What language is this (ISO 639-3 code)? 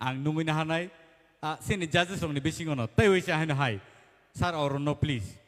trp